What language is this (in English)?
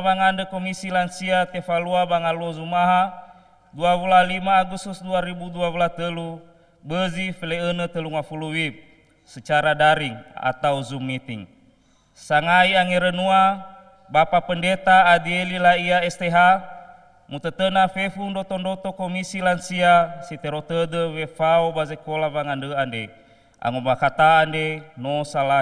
Nias